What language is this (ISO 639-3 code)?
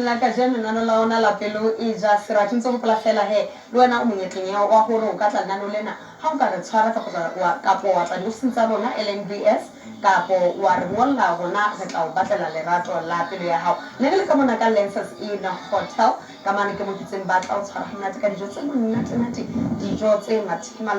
sot